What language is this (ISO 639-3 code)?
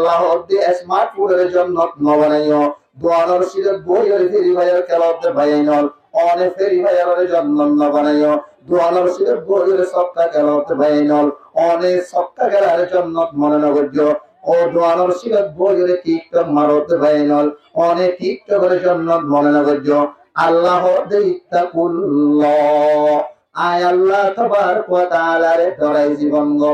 rhg